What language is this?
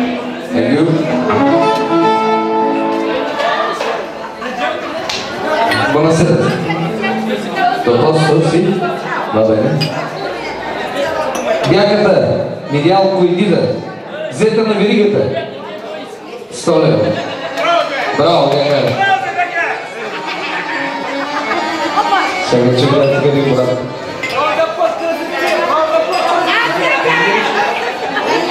Bulgarian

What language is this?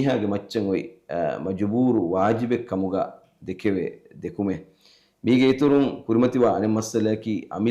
Divehi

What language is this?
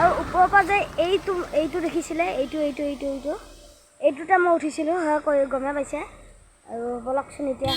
Assamese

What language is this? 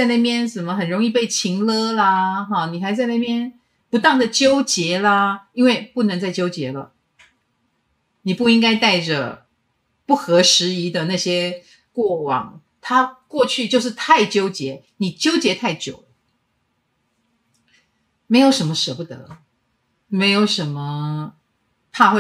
Chinese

